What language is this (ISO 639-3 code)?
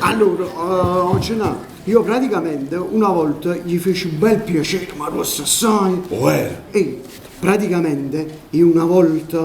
nap